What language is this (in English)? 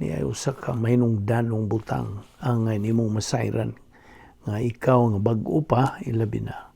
Cebuano